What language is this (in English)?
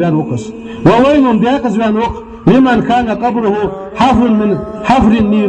Ingush